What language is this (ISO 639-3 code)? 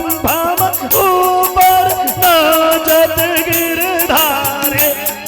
mai